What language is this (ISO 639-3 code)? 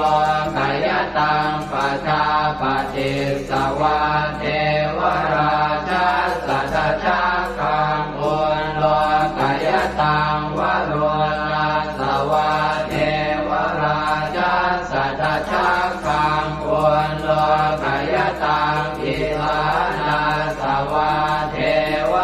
pli